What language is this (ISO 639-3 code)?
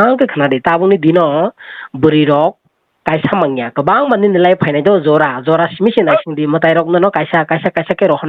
trp